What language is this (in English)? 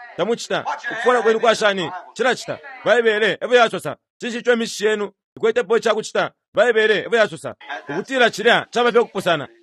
Bemba